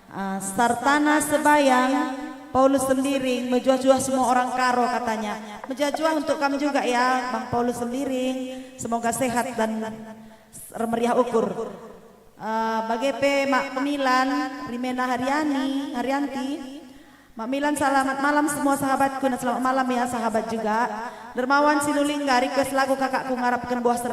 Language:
Batak Karo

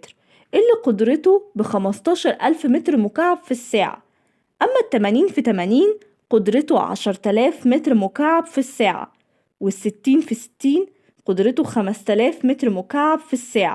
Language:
Egyptian Arabic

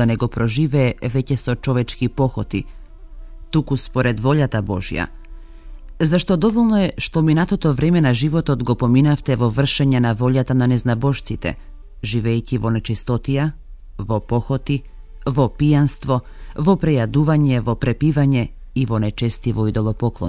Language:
Macedonian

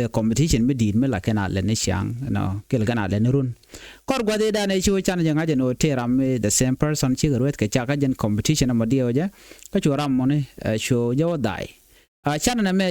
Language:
Nuer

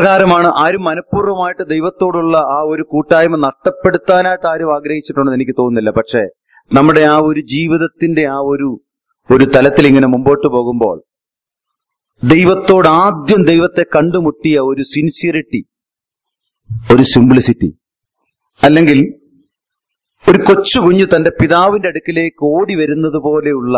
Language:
Malayalam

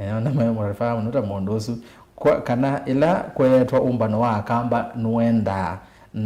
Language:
Kamba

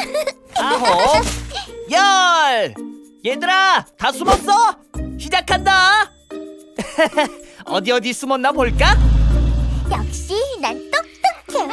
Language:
Korean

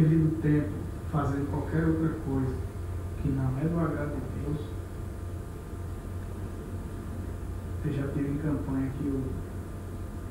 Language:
Portuguese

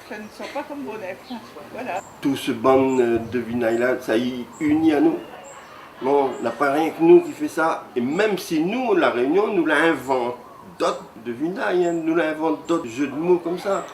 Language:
Réunion Creole French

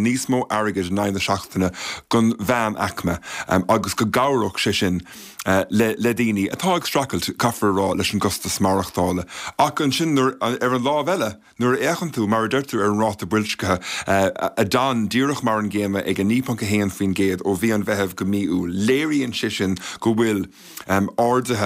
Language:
Irish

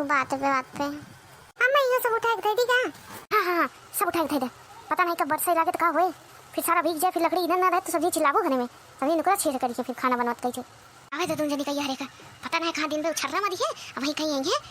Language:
Awadhi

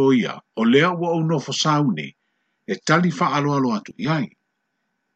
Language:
Samoan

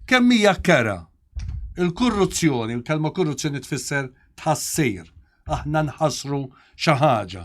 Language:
Maltese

